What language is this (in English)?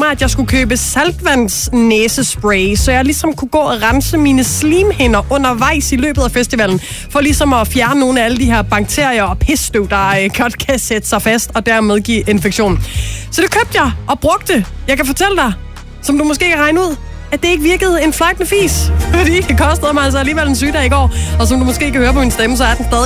Danish